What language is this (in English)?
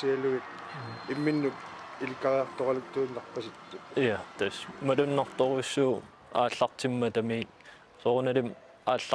Kalaallisut